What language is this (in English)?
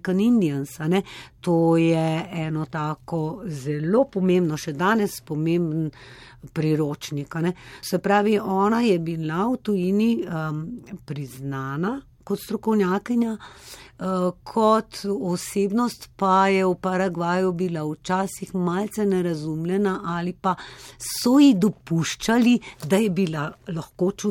Slovenian